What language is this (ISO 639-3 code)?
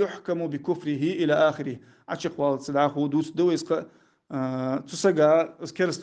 inh